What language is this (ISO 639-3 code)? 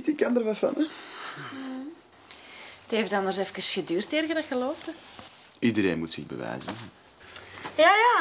nld